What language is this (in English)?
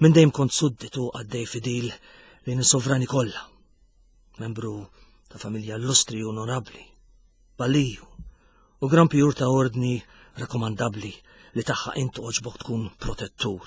Maltese